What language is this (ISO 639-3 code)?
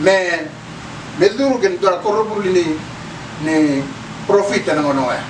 fij